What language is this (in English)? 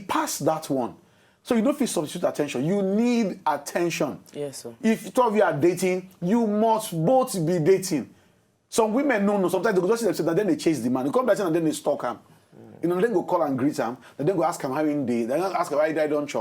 Nigerian Pidgin